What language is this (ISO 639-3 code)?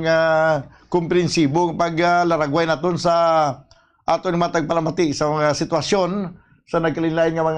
hil